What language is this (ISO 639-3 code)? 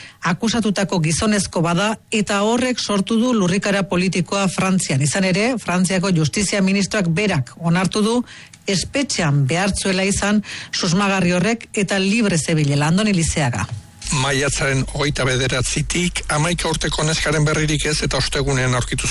eus